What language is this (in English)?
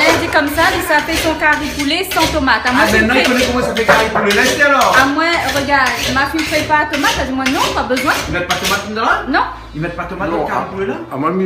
Réunion Creole French